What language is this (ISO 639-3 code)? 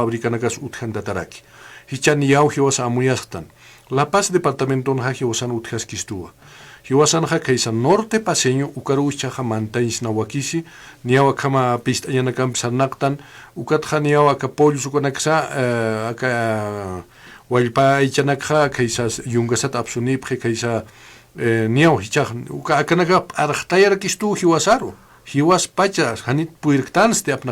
aym